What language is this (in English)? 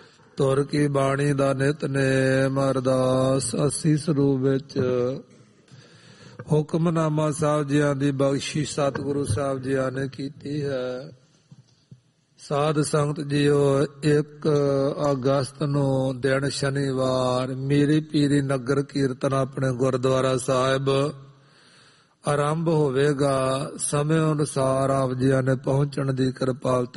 Punjabi